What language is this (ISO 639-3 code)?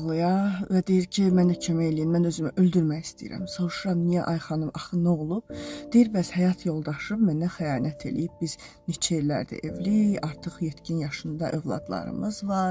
aze